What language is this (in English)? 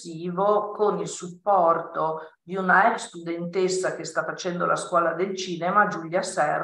Italian